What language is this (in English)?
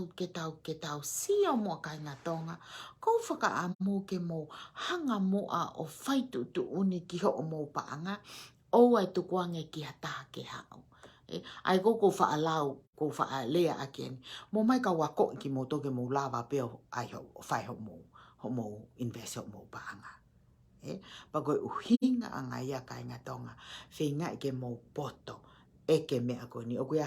Tongan